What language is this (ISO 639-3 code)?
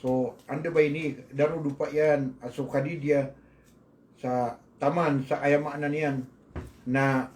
mrw